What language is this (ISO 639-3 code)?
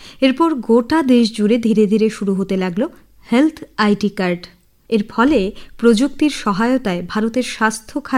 ben